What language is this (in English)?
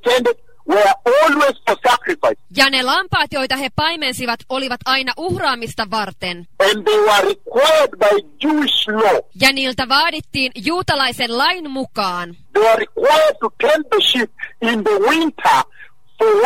Finnish